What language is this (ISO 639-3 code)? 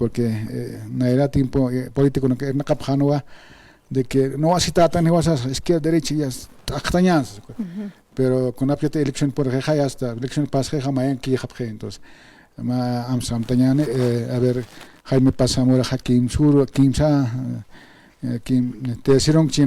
aym